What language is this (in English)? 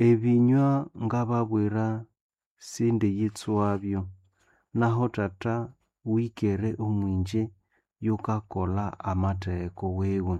Nande